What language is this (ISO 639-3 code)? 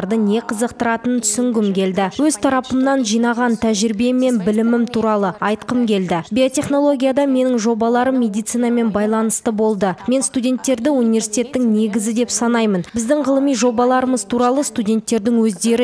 kaz